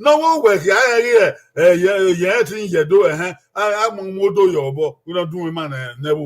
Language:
Bini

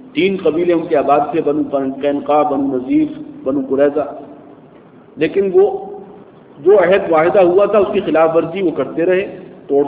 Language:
Urdu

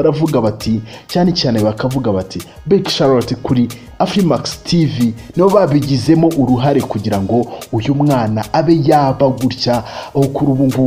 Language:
Kinyarwanda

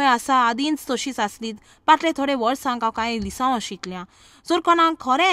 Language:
Konkani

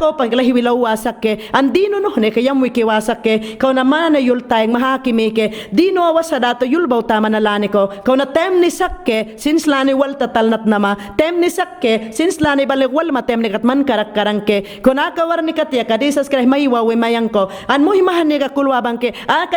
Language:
Mayangna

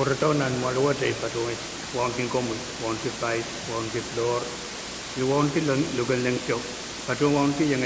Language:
Pohnpeian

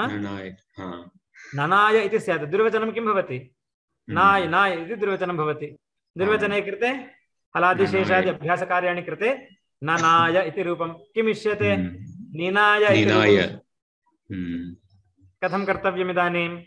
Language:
Sanskrit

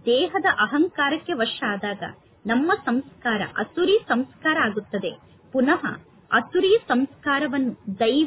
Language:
Kannada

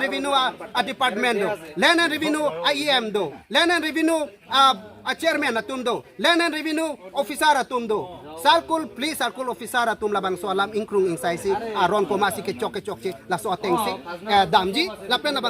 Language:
Karbi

